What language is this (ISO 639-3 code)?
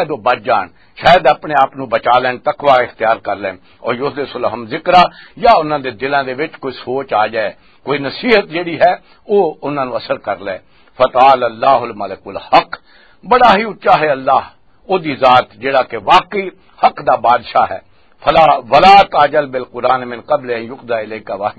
lah